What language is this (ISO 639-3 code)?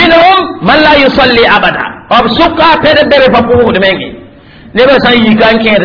mos